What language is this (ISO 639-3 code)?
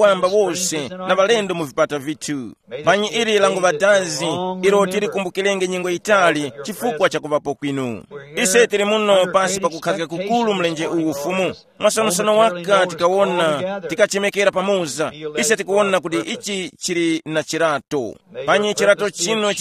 tum